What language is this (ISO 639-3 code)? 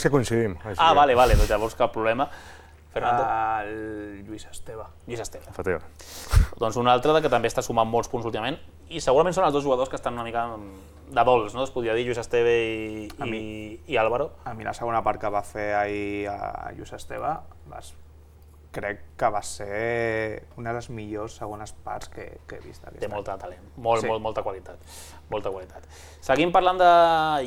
cat